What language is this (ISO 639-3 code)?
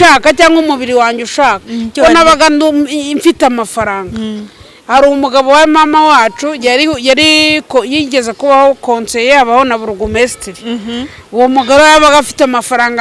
kin